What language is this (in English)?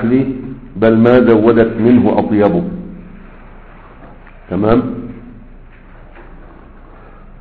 Arabic